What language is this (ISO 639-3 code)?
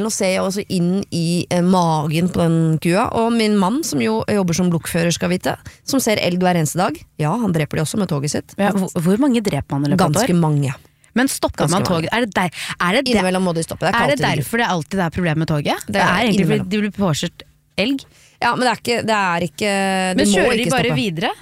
nor